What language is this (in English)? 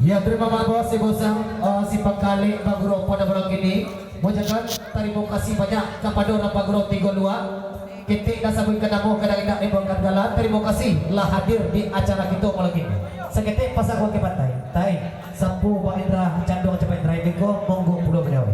Minangkabau